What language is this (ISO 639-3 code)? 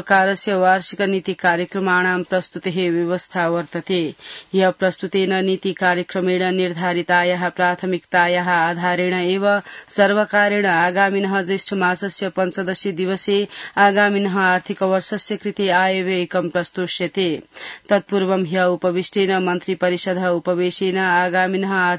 san